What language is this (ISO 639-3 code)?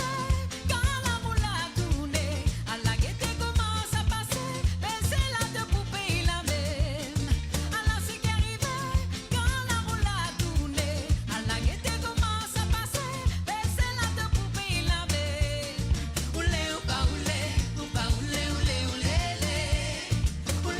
mfe